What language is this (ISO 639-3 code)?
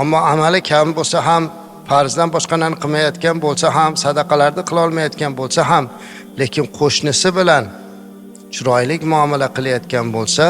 uzb